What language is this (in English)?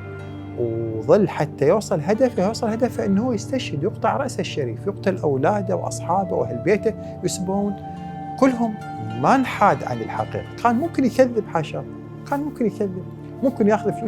Mesopotamian Arabic